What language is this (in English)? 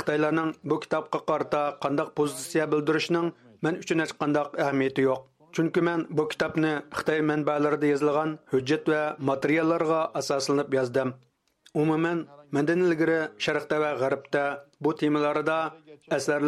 Uyghur